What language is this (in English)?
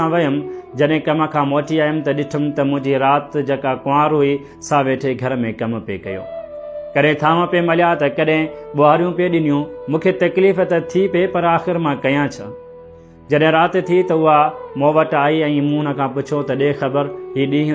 Sindhi